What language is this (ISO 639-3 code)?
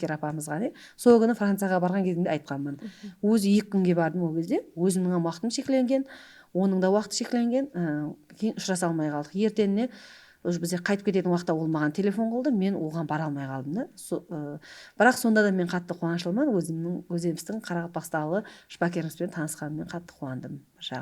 kaa